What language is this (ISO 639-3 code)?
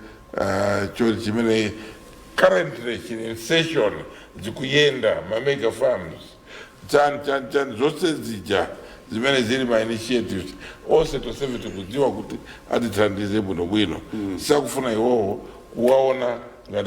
nya